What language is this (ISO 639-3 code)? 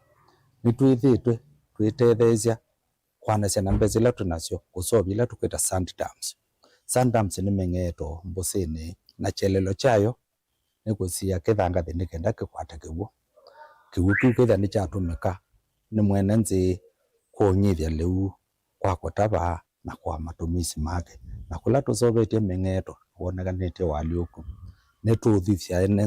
kam